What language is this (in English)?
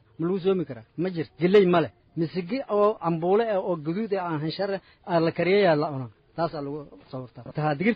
Somali